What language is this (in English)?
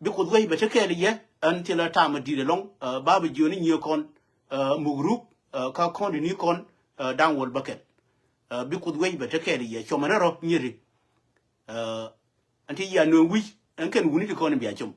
Nuer